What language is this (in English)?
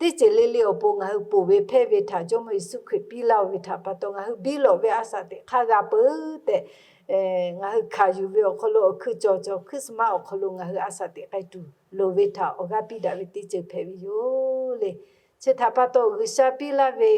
Lahu